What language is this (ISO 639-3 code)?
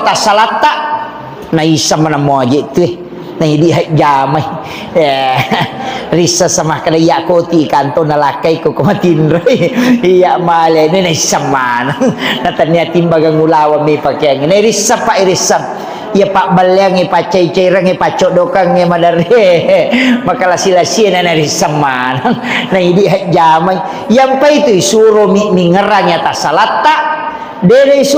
bug